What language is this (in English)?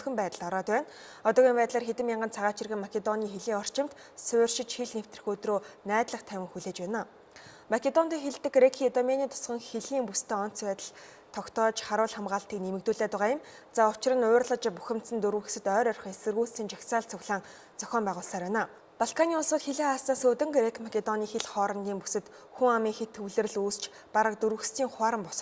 Mongolian